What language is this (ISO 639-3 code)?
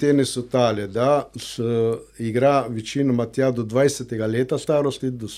slv